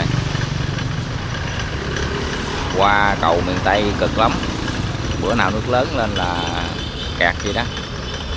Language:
Vietnamese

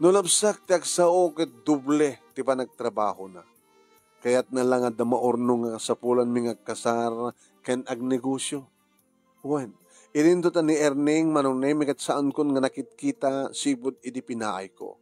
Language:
Iloko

